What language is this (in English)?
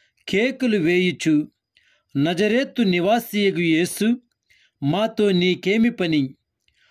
Telugu